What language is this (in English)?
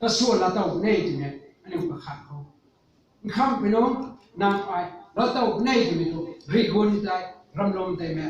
Rongmei Naga